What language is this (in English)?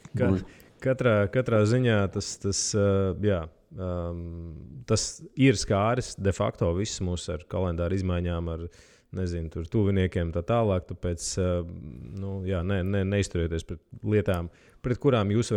Latvian